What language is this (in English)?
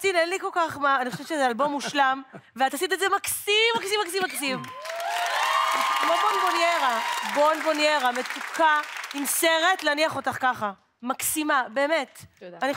Hebrew